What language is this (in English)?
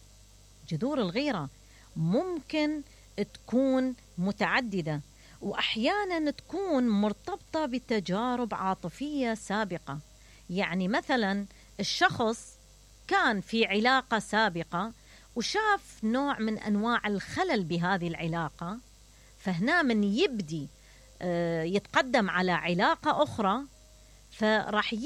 Mesopotamian Arabic